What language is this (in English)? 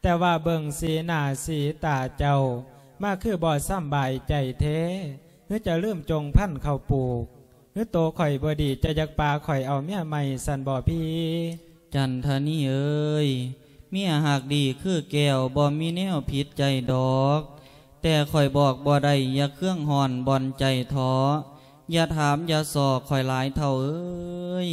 Lao